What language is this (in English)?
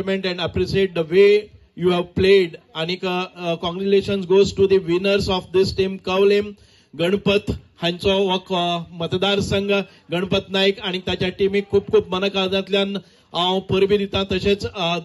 Konkani